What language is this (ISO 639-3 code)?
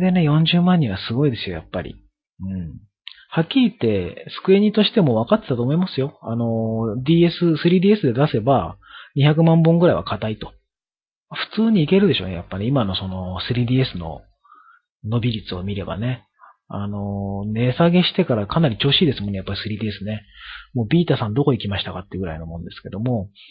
jpn